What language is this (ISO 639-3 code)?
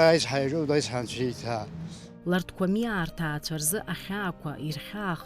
abk